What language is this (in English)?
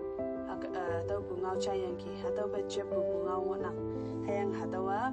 Konyak Naga